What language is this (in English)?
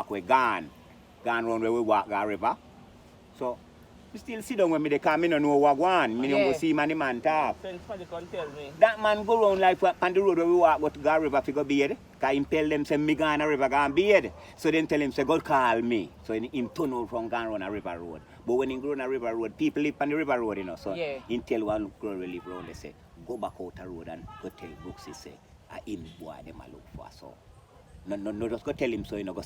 Jamaican Creole English